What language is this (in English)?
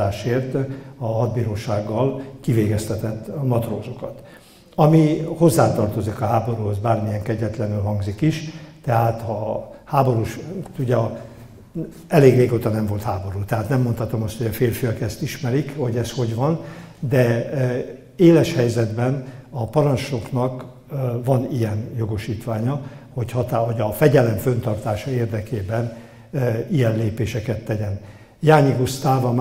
Hungarian